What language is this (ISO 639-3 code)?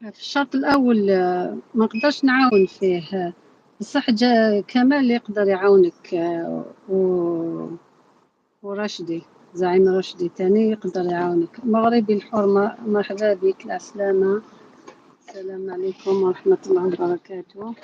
arq